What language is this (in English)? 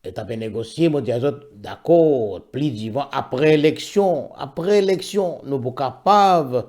Morisyen